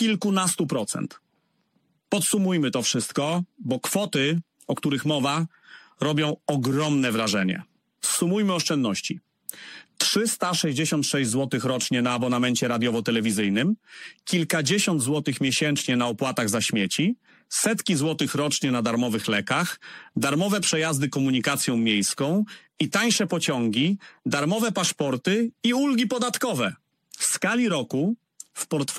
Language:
Polish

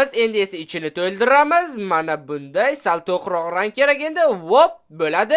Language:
Uzbek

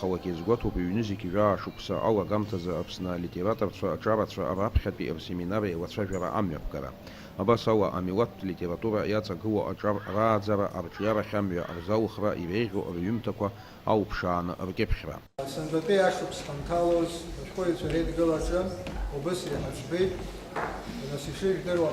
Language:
Abkhazian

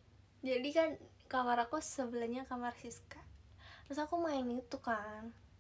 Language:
Indonesian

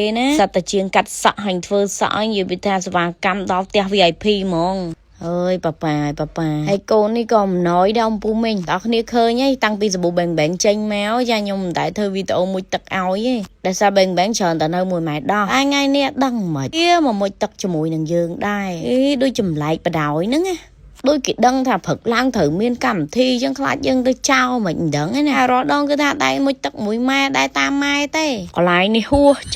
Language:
Khmer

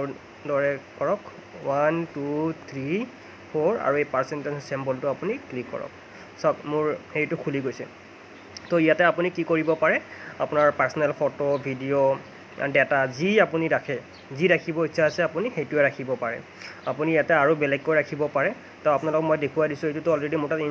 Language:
Assamese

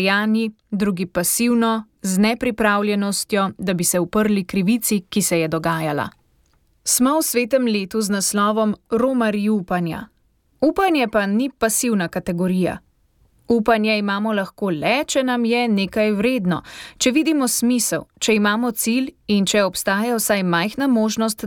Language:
Slovenian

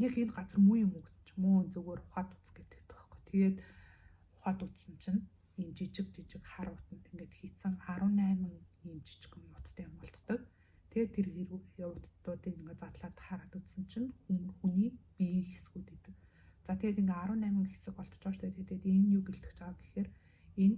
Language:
Mongolian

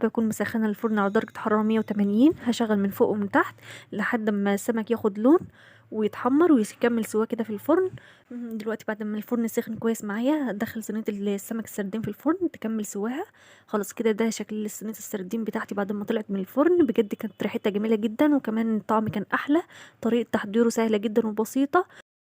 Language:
Egyptian Arabic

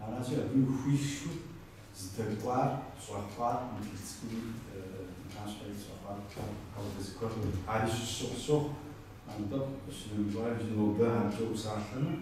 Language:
Kabardian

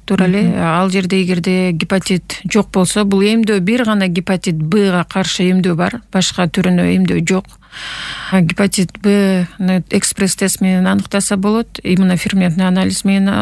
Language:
Kyrgyz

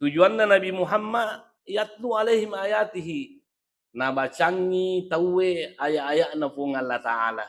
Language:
Buginese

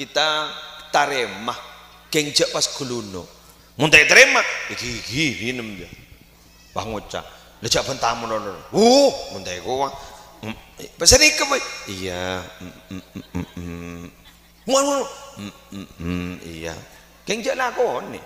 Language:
Madurese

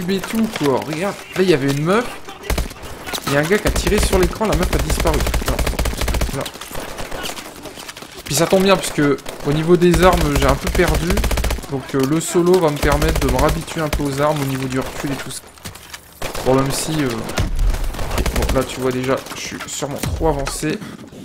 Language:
French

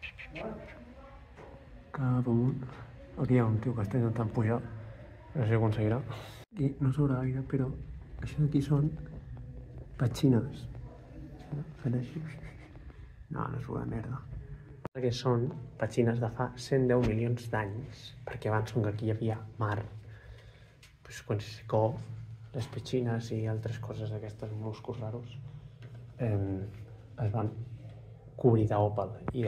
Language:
Catalan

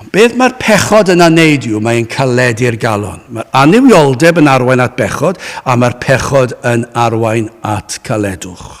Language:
Welsh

